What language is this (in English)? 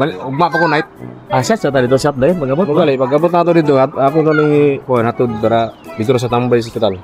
Cebuano